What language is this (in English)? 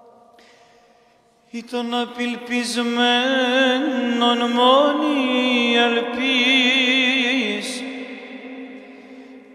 Greek